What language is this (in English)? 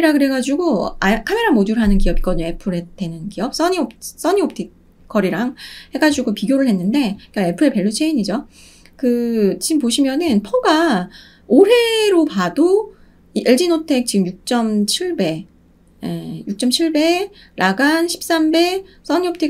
Korean